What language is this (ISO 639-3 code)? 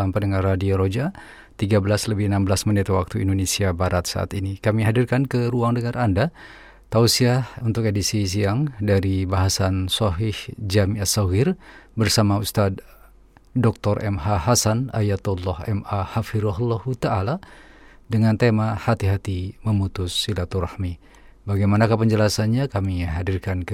ind